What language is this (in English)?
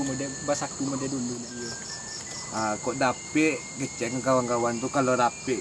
Minangkabau